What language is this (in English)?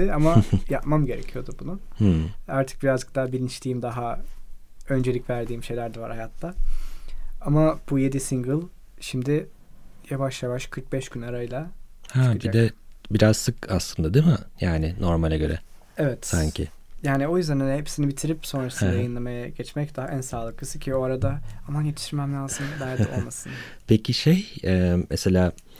Turkish